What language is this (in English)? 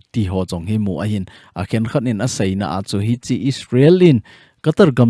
Thado Chin